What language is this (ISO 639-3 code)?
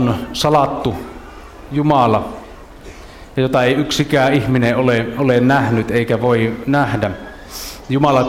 fin